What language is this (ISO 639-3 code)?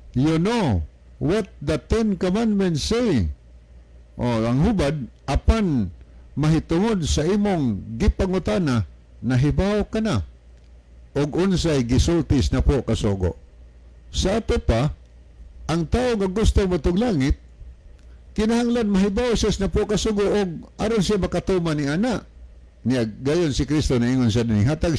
ceb